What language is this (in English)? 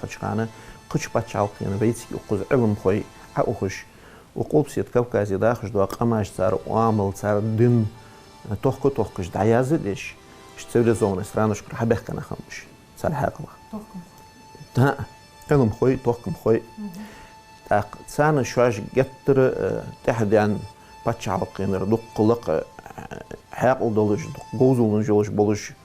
Ingush